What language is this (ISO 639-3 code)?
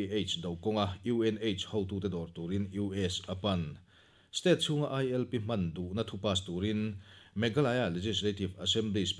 lus